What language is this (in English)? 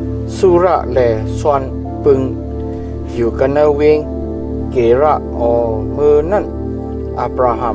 Shan